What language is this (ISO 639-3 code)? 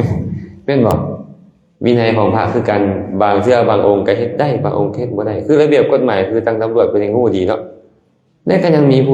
lao